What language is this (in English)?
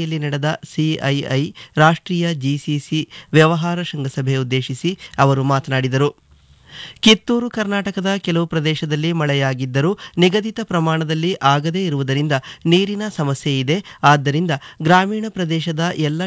Kannada